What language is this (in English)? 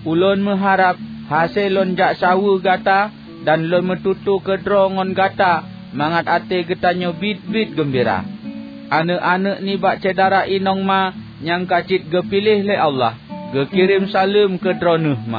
Achinese